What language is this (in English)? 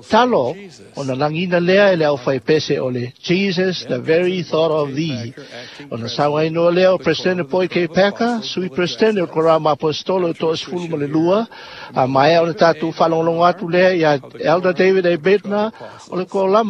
Samoan